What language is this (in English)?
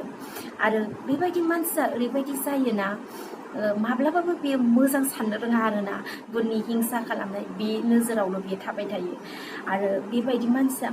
Bodo